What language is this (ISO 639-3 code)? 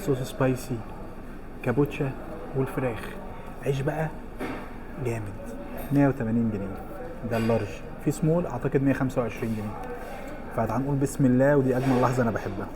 arz